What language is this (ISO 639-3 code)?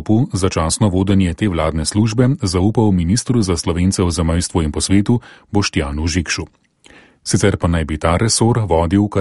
slv